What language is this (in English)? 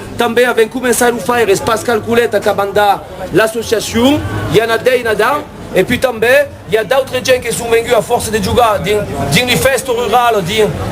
Occitan